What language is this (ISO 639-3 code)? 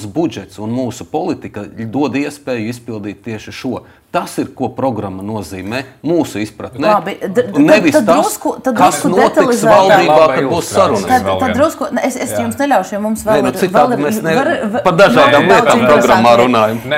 lav